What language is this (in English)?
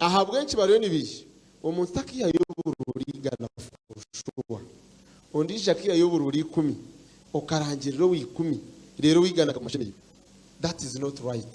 Nyankole